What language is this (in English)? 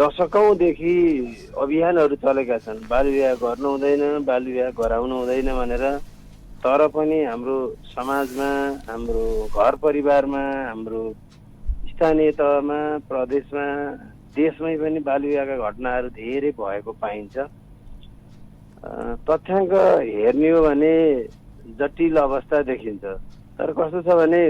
Nepali